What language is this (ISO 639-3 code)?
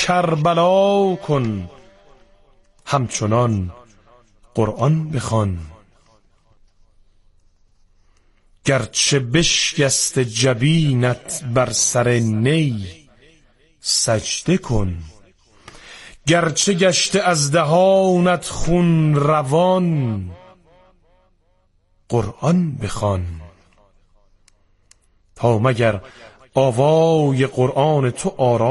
fas